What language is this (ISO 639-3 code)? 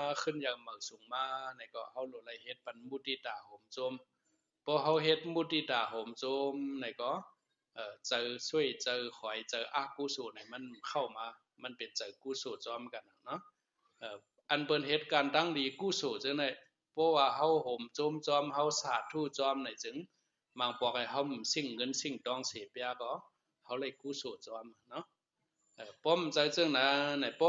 shn